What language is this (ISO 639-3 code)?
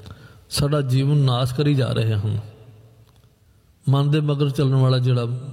pan